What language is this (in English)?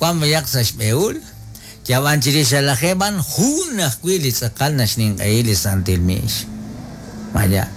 Kekchí